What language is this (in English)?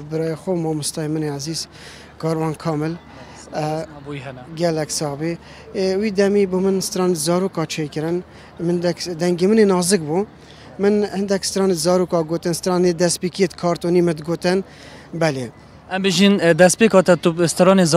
Kurdish